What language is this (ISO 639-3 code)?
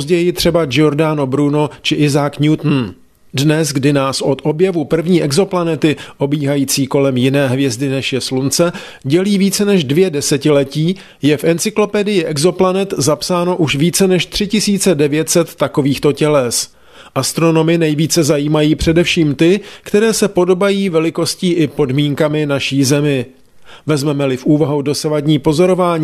ces